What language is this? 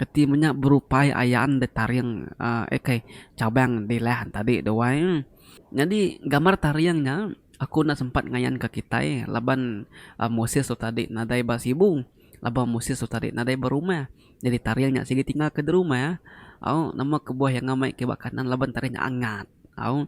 Iban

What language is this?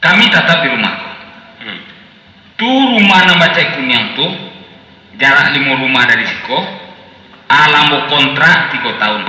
Minangkabau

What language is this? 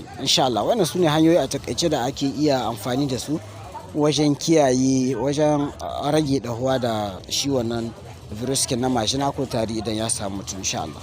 Hausa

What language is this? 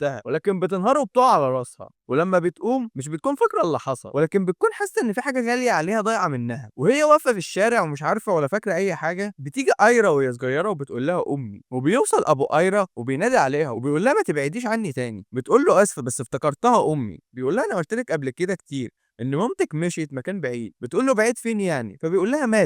Egyptian Arabic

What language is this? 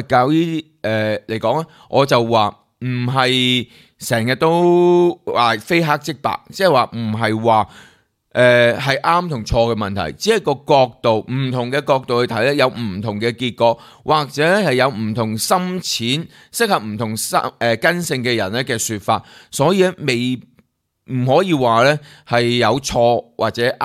Cantonese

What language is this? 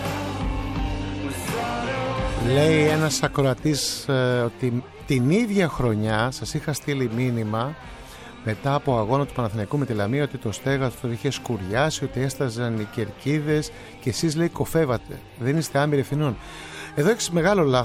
Greek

